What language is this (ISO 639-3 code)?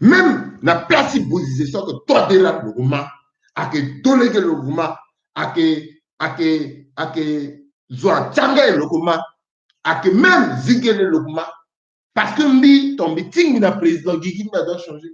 sag